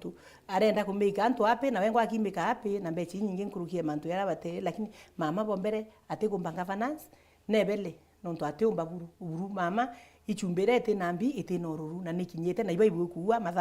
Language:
Meru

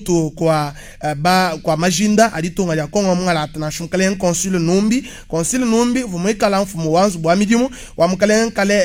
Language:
Luba-Lulua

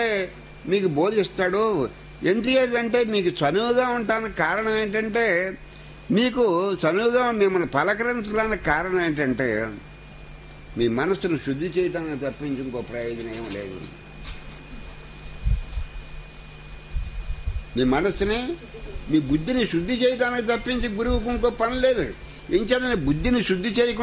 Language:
Telugu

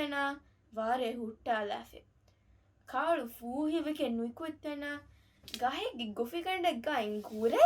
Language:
Divehi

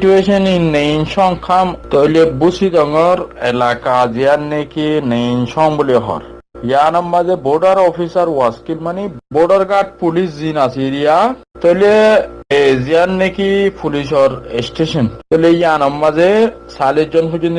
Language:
Rohingya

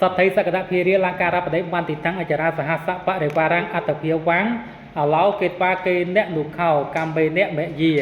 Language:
Khmer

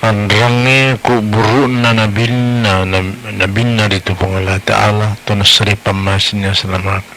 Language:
Buginese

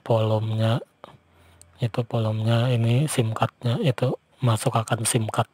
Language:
Banjar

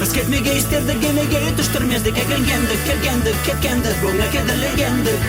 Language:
Crimean Tatar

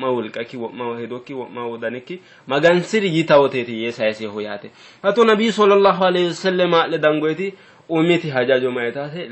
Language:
Sidamo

